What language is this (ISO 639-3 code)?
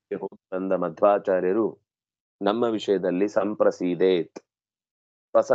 kan